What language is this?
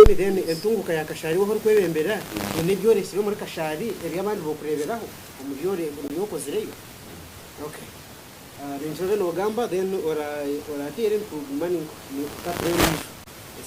Nyankole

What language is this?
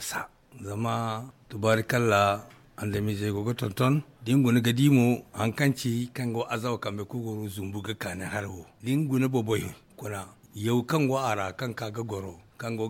Zarma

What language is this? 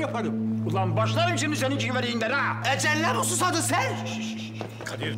Turkish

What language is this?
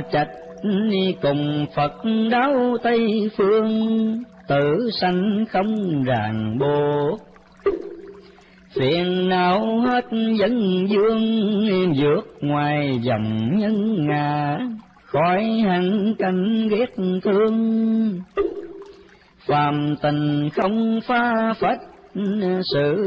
Vietnamese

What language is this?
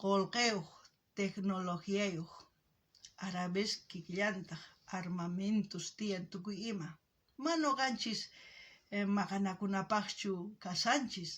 South Bolivian Quechua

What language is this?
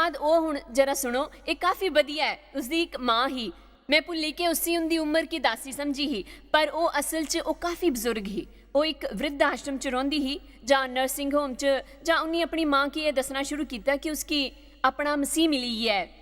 Dogri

